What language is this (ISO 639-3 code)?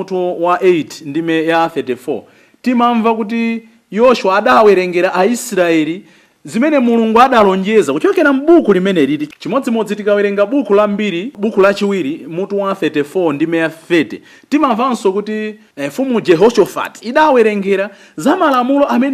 nya